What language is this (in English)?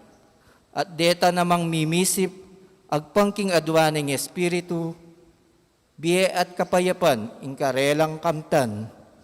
Pampanga